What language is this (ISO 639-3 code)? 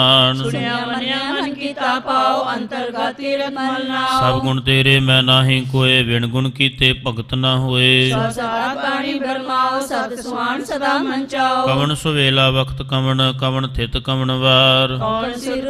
pan